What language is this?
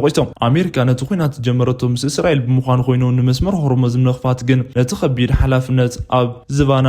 Tigrinya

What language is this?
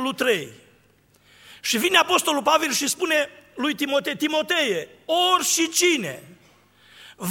Romanian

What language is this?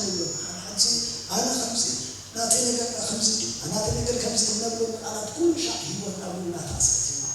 Tigrinya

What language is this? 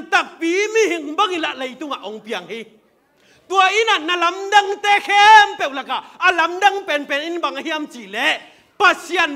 Tedim Chin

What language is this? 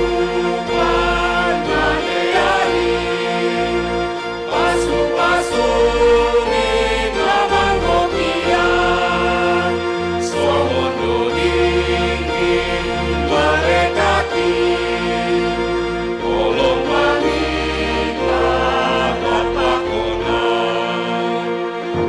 Batak Simalungun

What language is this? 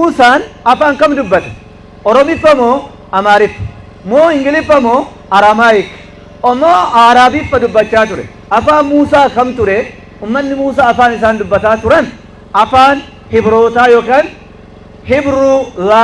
Oromo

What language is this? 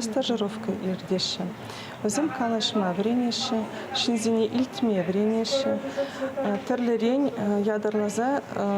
Chuvash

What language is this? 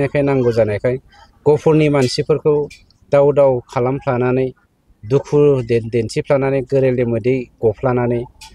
Bodo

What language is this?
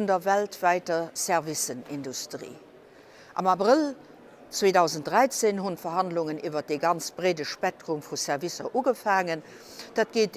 Luxembourgish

